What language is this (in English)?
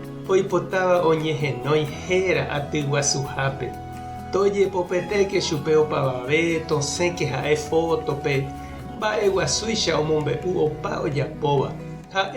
Guarani